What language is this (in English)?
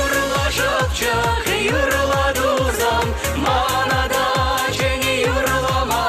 Chuvash